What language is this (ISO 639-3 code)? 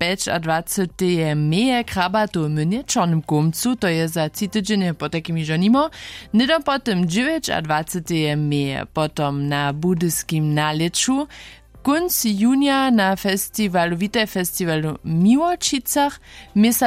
hsb